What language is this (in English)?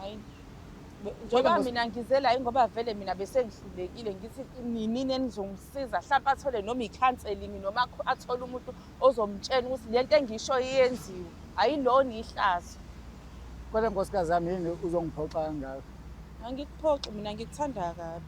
Zulu